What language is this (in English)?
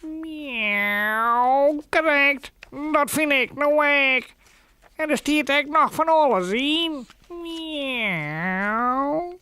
Western Frisian